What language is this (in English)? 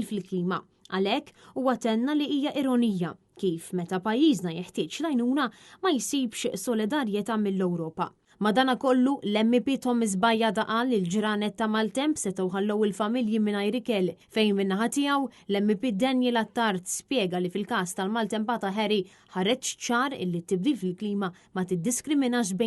Maltese